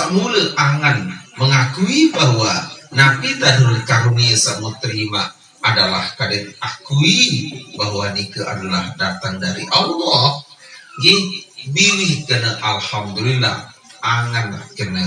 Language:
Sasak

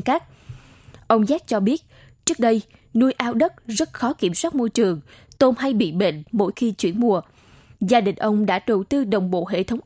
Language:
Vietnamese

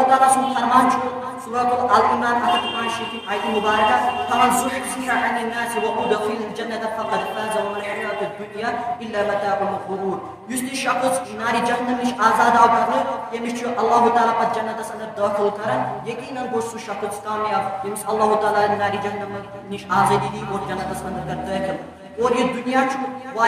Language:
Kashmiri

